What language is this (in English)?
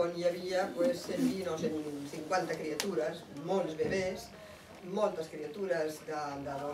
Catalan